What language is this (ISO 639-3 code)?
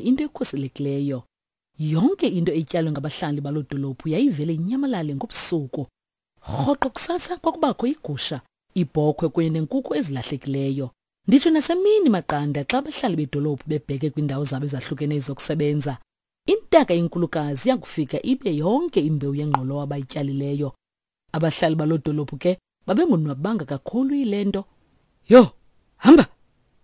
xho